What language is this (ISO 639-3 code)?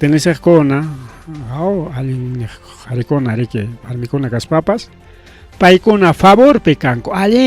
quy